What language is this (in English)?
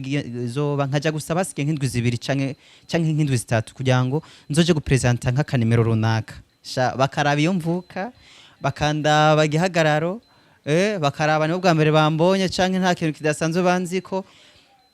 Rundi